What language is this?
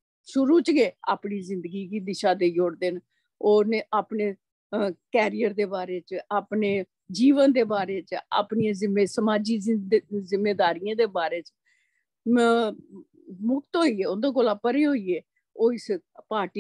Dogri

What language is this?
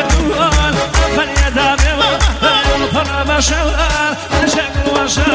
Central Kurdish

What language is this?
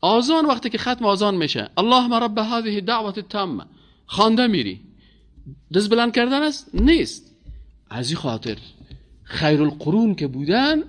Persian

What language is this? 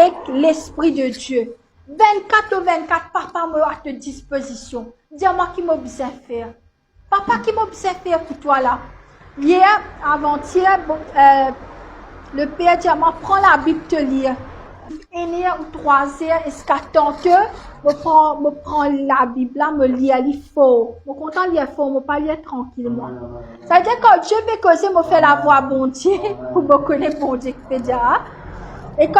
Morisyen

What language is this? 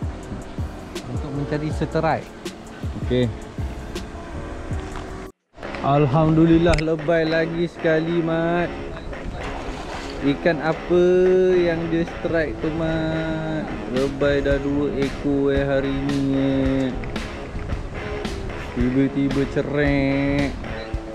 Malay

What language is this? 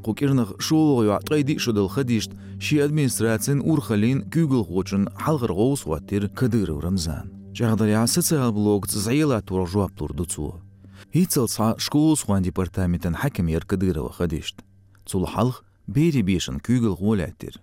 Chechen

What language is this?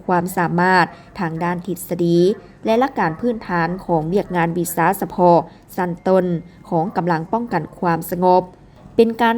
Lao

